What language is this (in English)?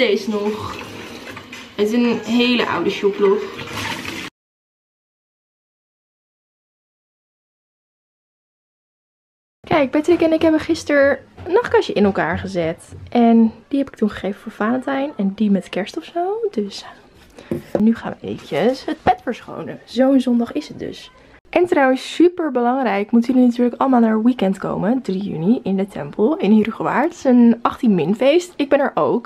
Dutch